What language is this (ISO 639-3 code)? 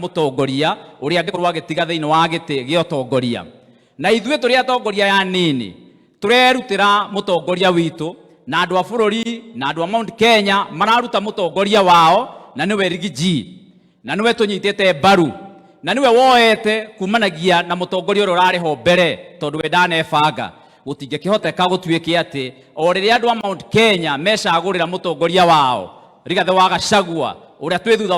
kik